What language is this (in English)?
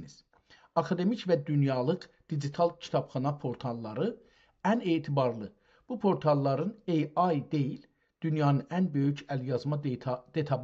South Azerbaijani